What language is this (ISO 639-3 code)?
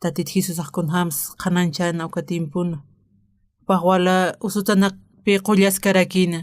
aym